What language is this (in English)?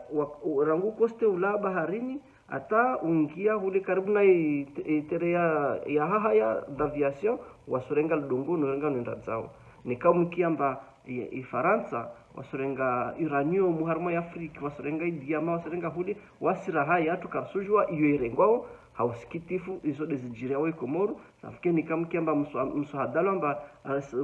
Ngazidja Comorian